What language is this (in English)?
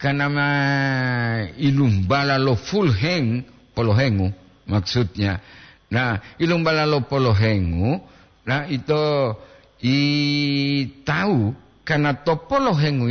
Gorontalo